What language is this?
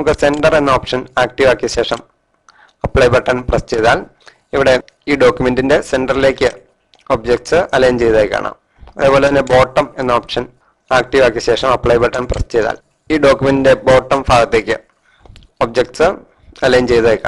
Malayalam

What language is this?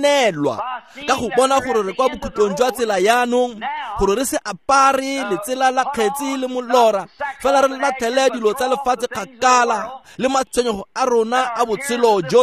Tswana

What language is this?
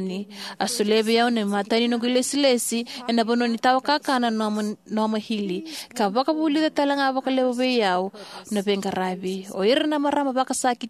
Fijian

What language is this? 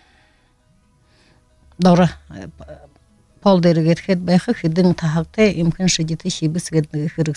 Buriat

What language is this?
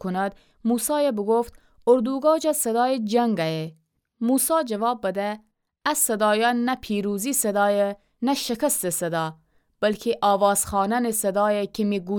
Gilaki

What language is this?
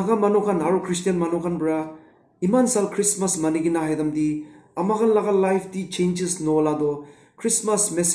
Naga Pidgin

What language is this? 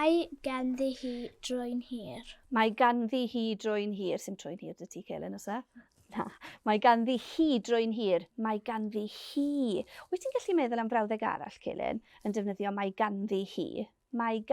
Welsh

